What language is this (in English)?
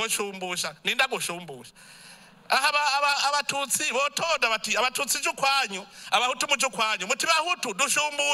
Rundi